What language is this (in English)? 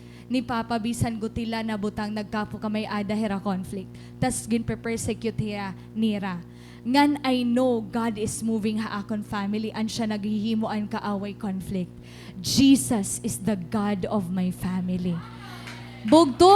Waray